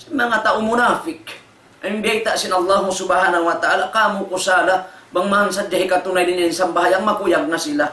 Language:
Tausug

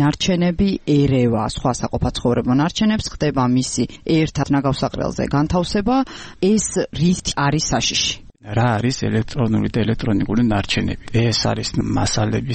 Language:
Georgian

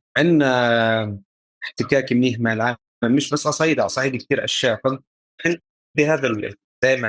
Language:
North Levantine Arabic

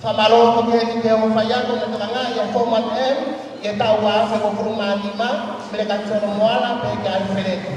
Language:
Tongan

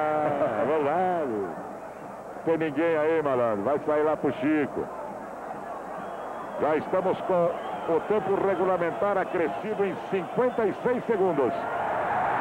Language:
Portuguese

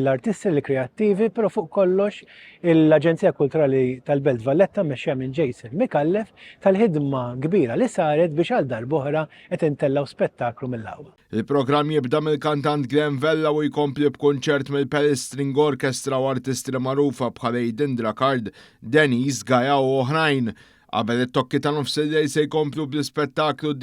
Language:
Maltese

